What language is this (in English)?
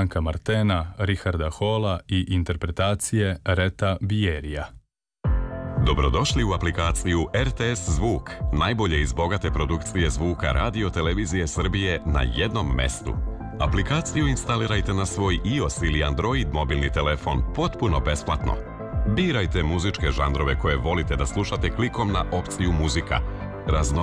Serbian